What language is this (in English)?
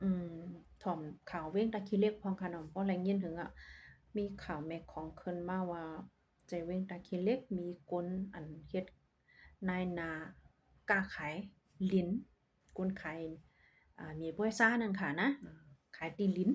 Shan